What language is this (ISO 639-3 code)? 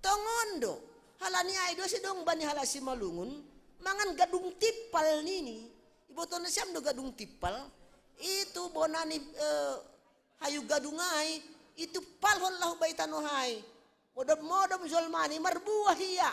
bts